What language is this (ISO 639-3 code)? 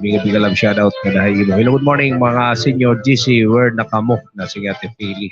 war